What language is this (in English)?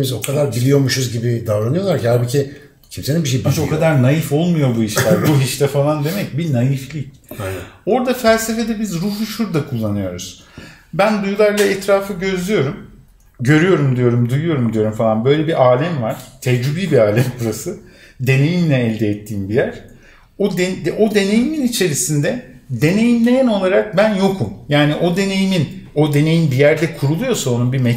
Turkish